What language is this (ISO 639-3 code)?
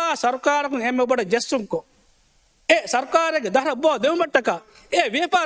div